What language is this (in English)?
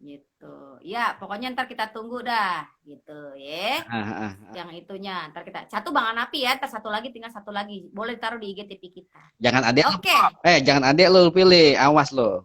Betawi